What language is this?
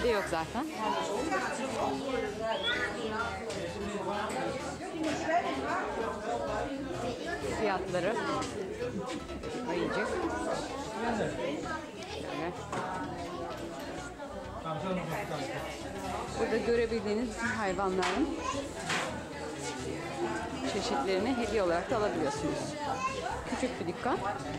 Turkish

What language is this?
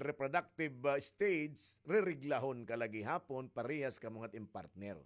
Waray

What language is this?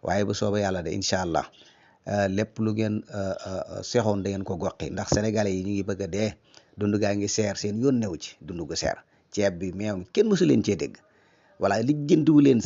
Wolof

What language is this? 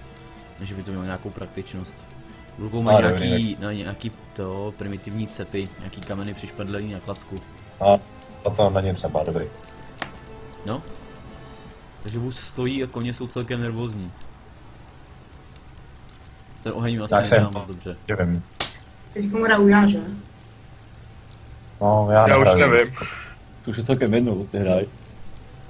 Czech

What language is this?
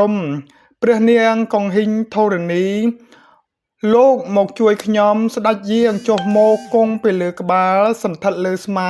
Khmer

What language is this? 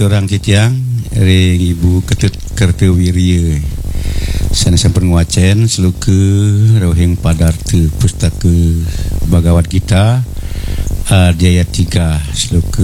Balinese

